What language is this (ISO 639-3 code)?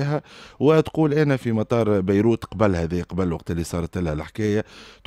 aeb